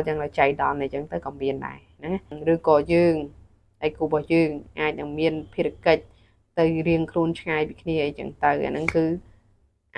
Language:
Khmer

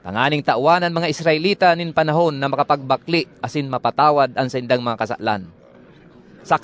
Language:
Bikol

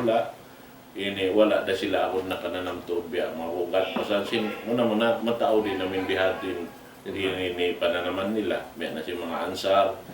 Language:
Tausug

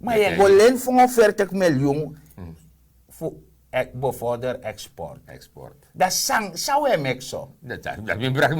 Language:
Sranan Tongo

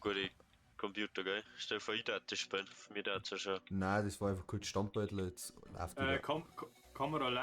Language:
Bavarian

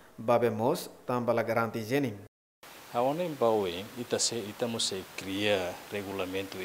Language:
Tetum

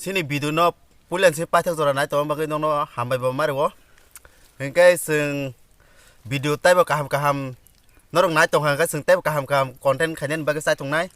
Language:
Kok Borok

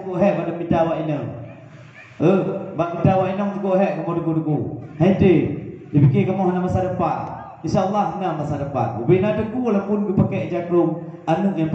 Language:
Achinese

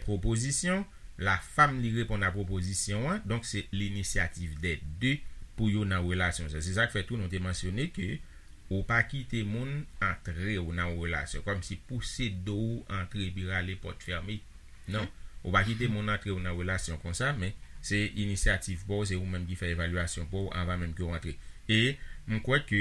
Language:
Haitian Creole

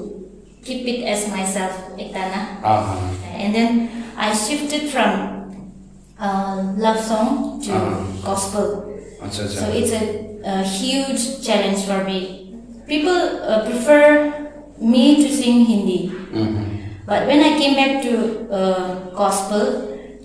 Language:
Naga Pidgin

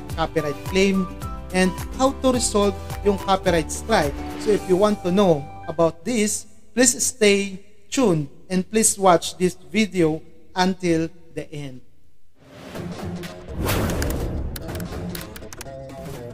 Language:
Filipino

